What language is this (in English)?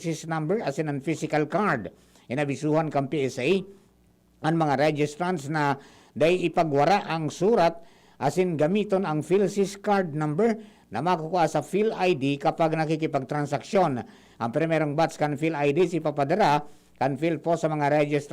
Bikol